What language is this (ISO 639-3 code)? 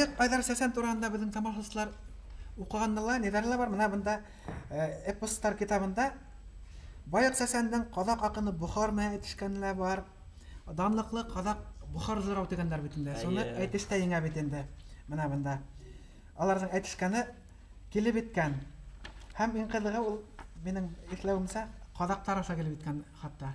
bak